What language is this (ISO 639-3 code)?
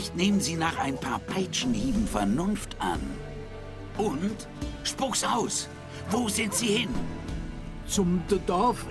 gsw